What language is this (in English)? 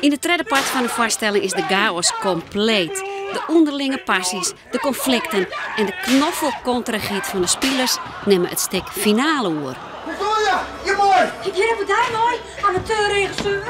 Western Frisian